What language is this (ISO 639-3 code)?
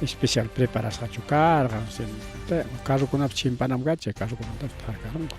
quy